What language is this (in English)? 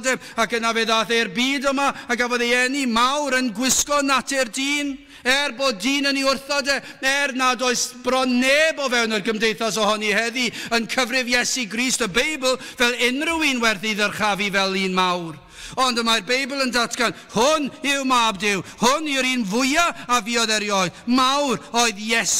Welsh